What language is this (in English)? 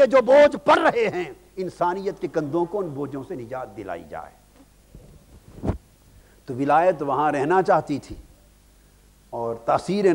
Urdu